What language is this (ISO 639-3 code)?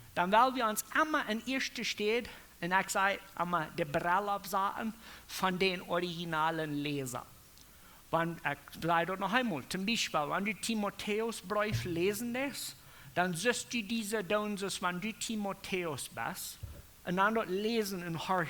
pdt